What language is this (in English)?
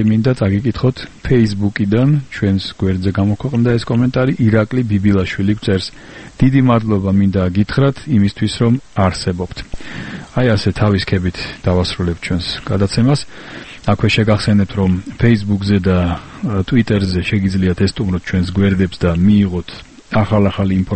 Georgian